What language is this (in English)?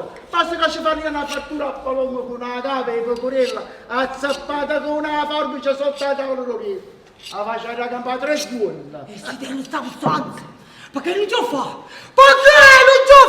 Neapolitan